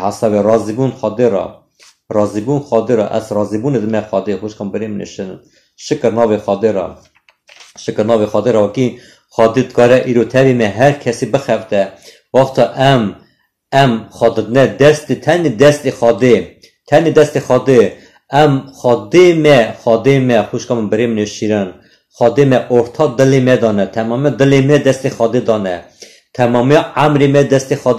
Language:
Kurdish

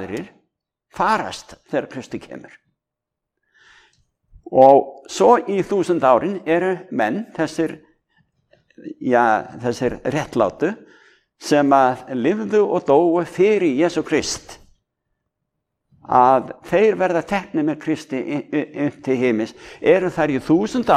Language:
Icelandic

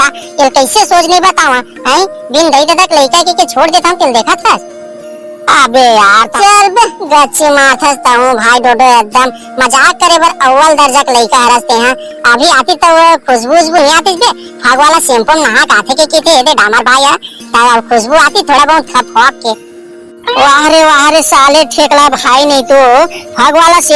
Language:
Chhattisgarhi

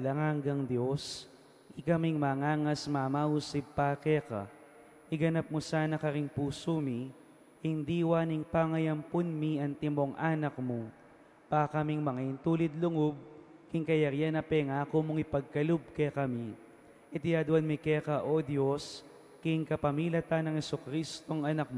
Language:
Pampanga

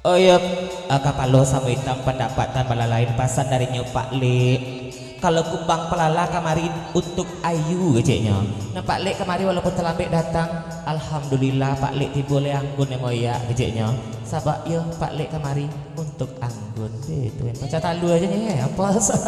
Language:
Minangkabau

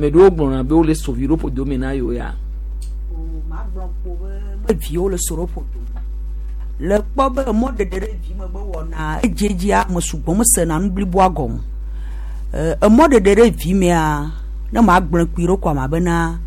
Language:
Gen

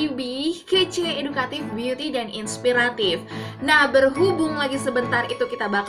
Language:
Indonesian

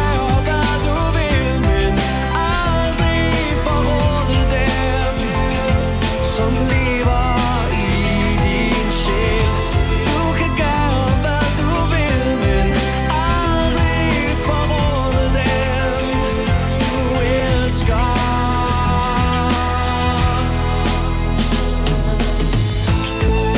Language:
Danish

